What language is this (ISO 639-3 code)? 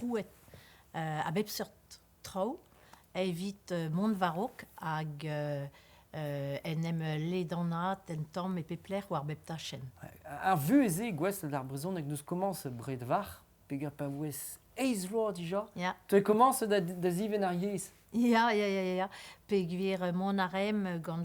bre